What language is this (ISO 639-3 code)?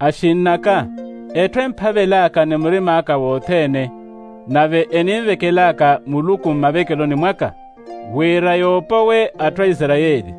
vmw